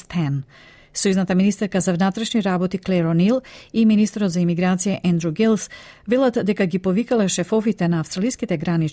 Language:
Macedonian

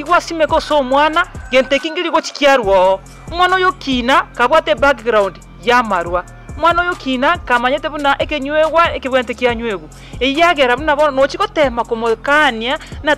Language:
Gusii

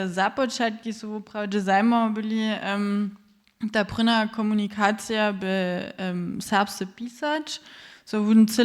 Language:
Upper Sorbian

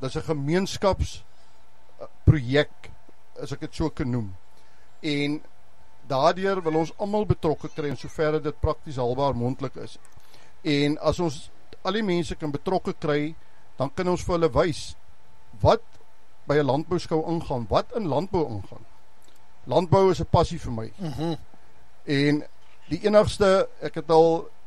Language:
Afrikaans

